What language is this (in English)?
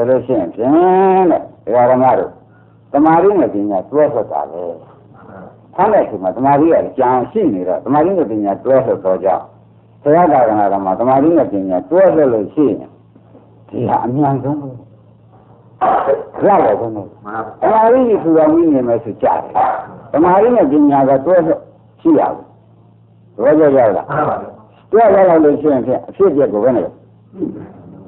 Burmese